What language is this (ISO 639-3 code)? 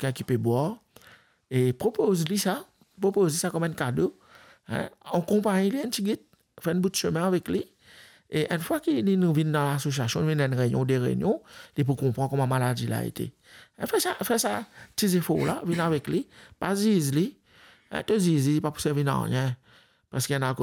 mfe